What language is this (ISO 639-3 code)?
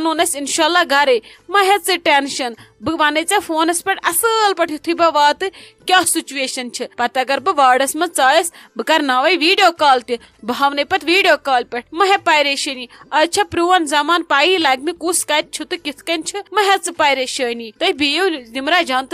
kas